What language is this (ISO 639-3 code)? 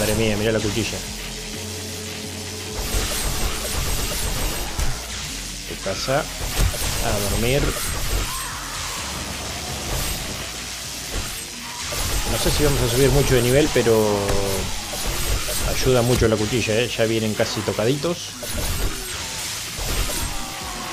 spa